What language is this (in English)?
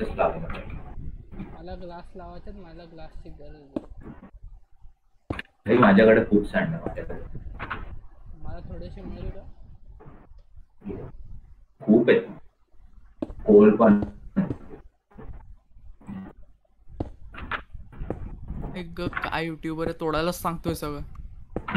Marathi